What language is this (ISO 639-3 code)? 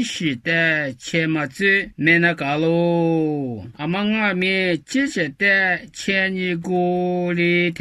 lis